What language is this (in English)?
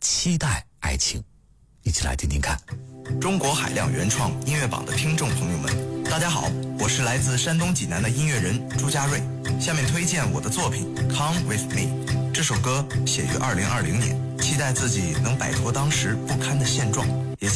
Chinese